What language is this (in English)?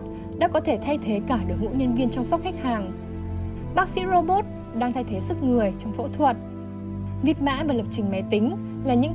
Vietnamese